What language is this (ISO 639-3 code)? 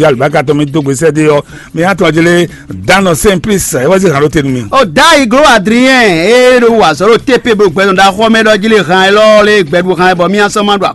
fon